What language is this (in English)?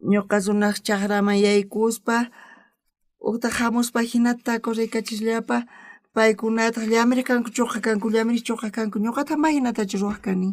South Bolivian Quechua